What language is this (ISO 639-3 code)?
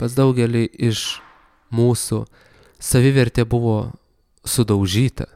lit